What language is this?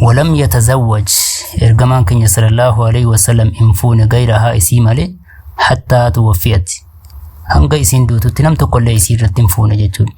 Oromo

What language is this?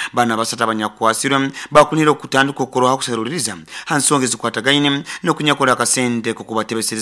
Nyoro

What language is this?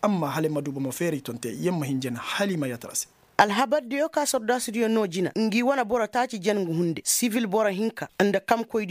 Koyraboro Senni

